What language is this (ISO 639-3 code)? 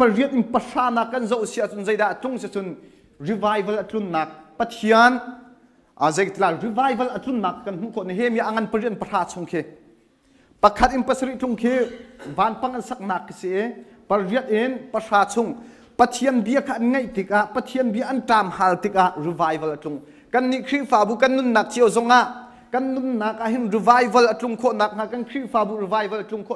cnh